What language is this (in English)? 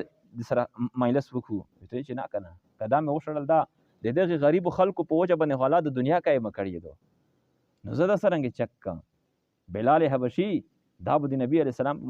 Pashto